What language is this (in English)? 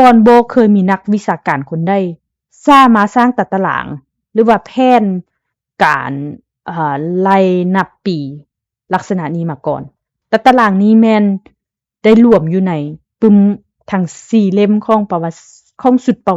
Lao